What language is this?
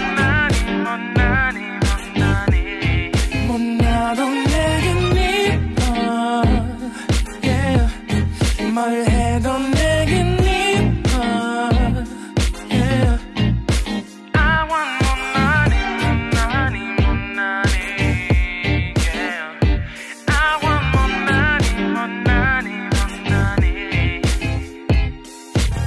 Korean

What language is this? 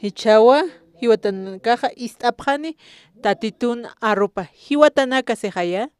Aymara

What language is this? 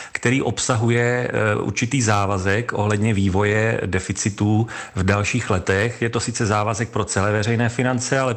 Czech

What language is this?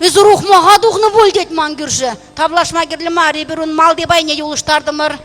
Chuvash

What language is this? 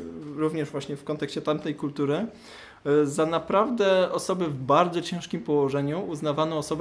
Polish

